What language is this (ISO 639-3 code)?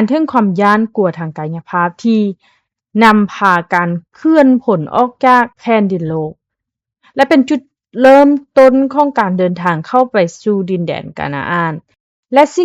lao